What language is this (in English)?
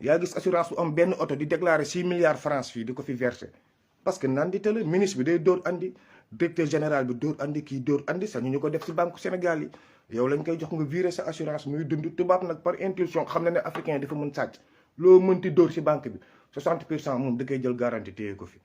Wolof